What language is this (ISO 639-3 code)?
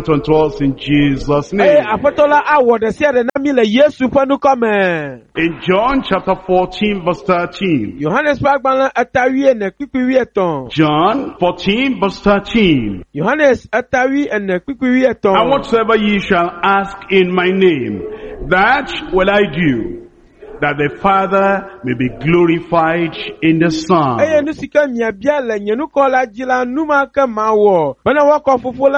ewe